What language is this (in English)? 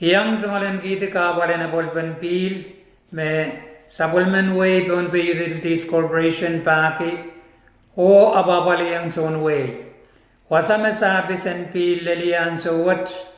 Pohnpeian